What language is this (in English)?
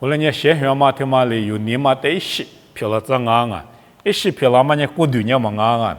Lisu